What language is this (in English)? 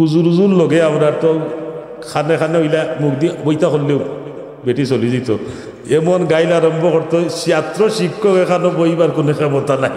Sylheti